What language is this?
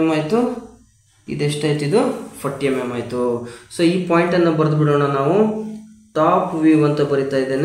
Kannada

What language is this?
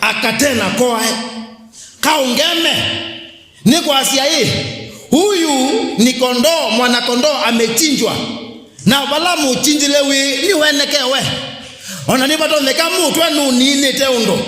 Kamba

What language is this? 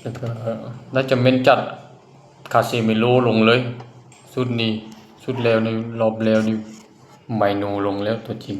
Lao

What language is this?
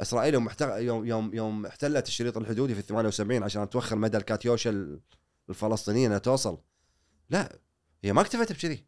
Gulf Arabic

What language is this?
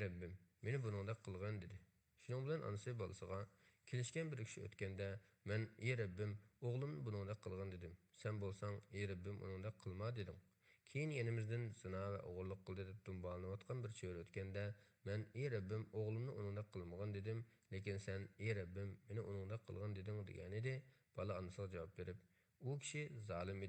Uyghur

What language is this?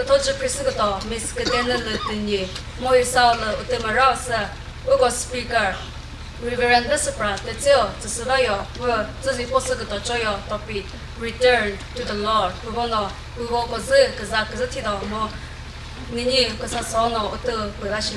Chokri Naga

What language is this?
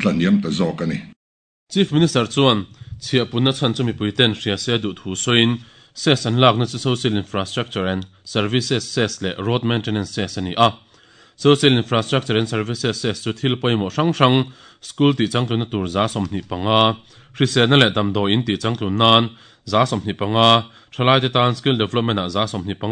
Mizo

